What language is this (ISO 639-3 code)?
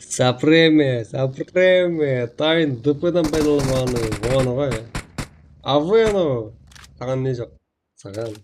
kaa